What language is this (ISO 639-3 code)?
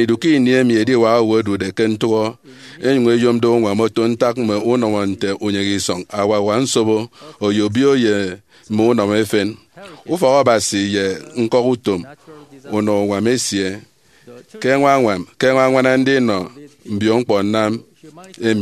efi